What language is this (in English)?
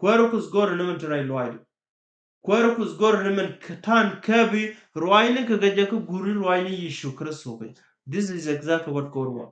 Nuer